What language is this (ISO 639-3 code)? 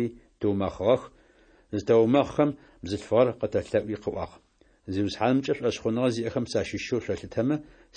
ady